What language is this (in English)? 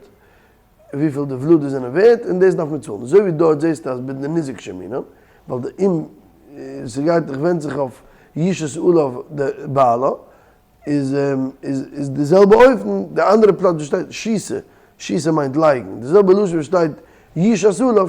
Yiddish